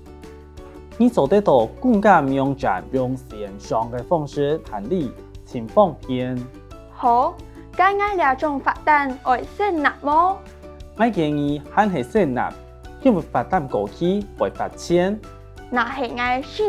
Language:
Hakka Chinese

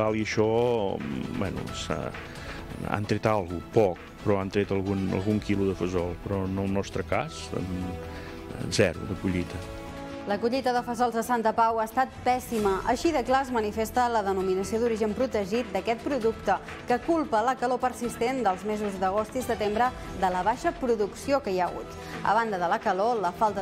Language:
Catalan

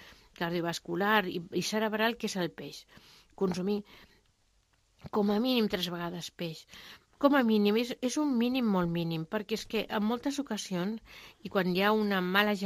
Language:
Catalan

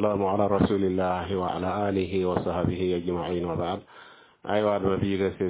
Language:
Mossi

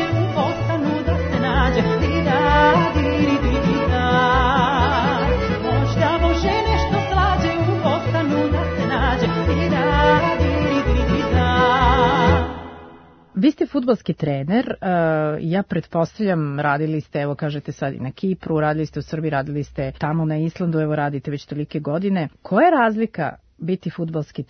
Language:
Serbian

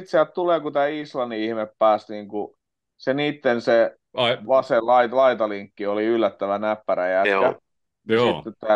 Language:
Finnish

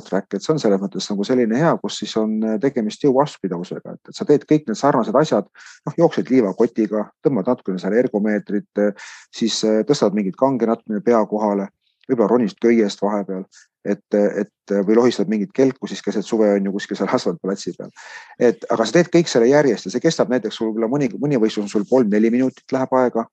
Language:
Estonian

